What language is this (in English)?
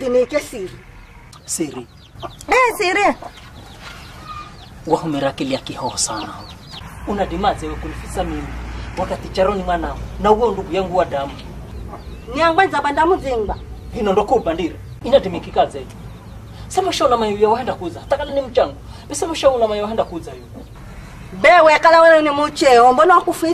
Swahili